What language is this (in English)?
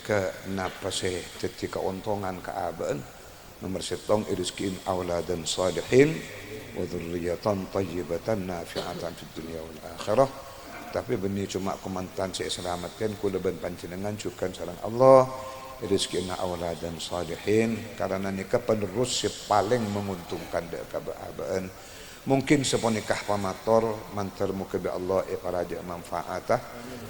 Madurese